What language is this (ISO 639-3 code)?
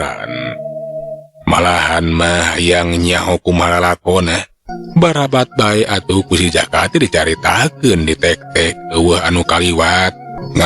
sun